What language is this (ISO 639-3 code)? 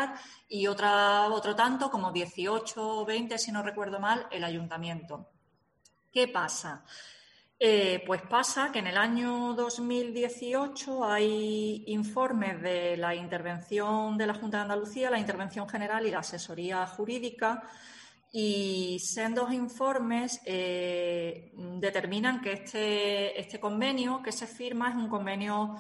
spa